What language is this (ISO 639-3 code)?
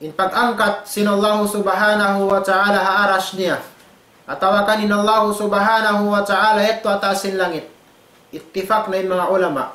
tsg